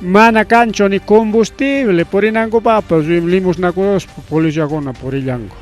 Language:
Ayacucho Quechua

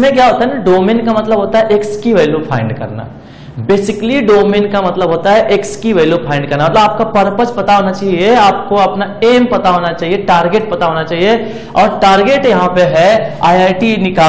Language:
Hindi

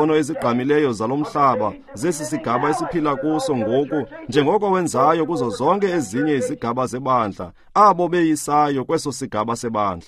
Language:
Xhosa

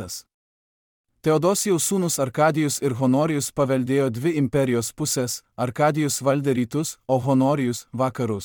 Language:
Lithuanian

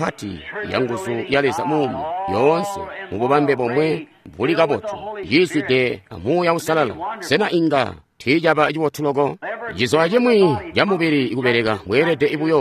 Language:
Tonga (Zambia)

